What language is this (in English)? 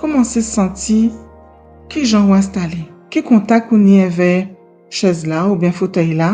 Guadeloupean Creole French